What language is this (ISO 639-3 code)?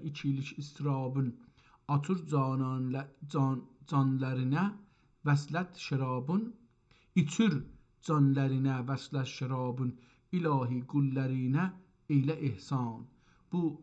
azb